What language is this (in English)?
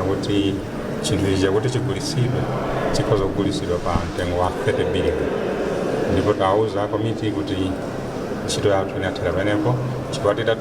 Nyanja